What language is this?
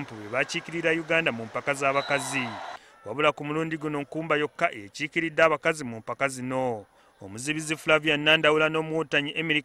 Ganda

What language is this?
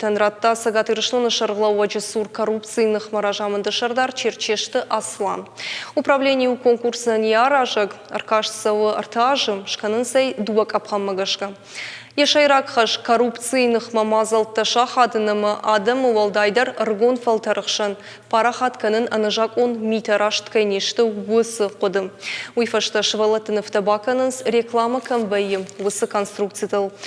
Ossetic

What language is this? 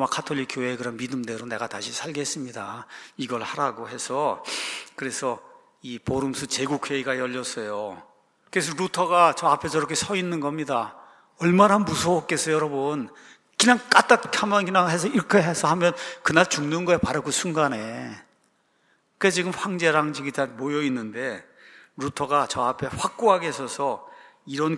Korean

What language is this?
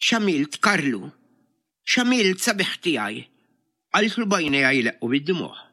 Maltese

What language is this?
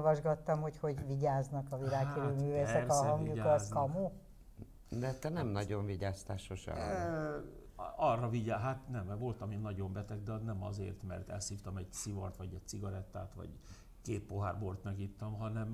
Hungarian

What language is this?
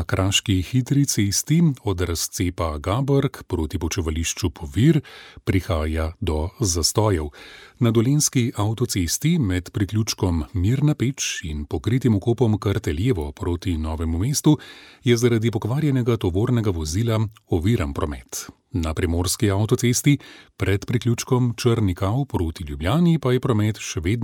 Slovenian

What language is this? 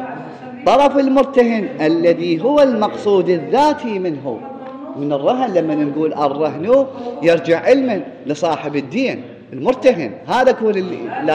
Mesopotamian Arabic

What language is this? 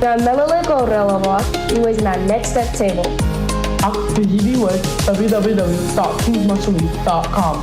Marshallese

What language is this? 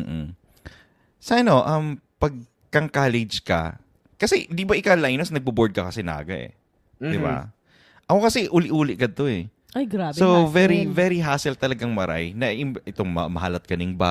Bikol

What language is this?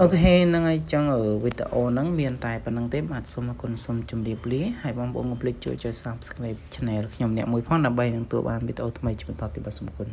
Khmer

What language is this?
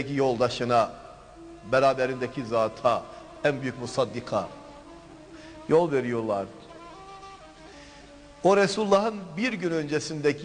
Turkish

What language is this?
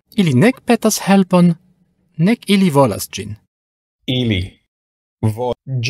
Esperanto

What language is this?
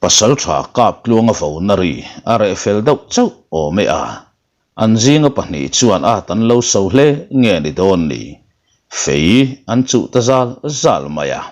Mizo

